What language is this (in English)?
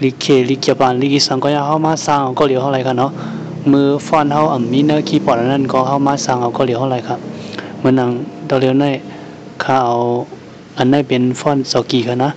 Shan